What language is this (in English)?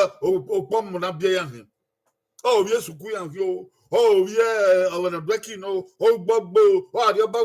Bini